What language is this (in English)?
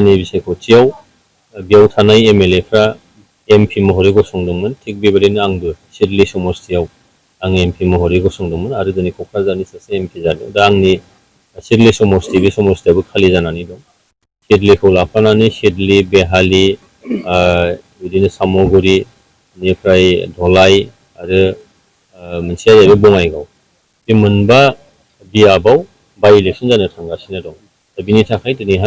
Bodo